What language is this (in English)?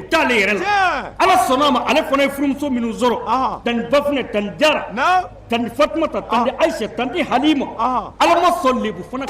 Bambara